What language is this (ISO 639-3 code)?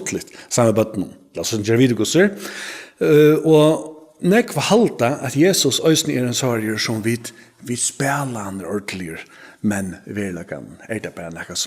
fao